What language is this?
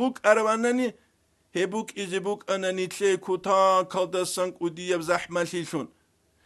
Avaric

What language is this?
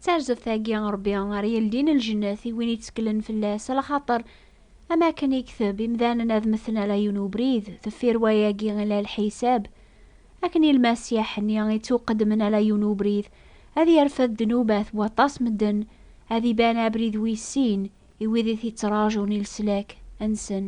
Kabyle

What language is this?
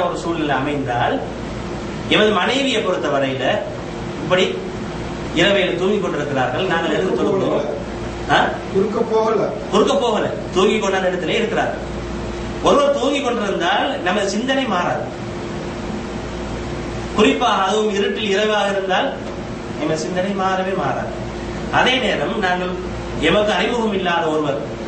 Tamil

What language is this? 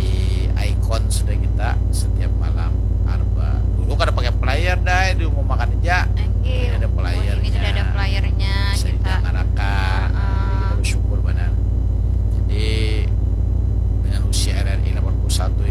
Banjar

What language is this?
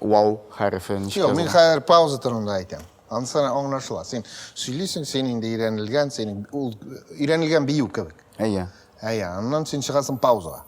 Tatar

